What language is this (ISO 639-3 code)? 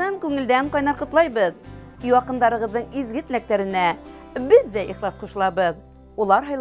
bak